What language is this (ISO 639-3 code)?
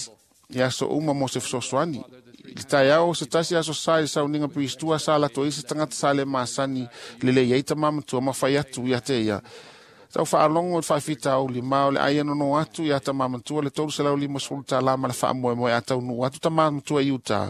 smo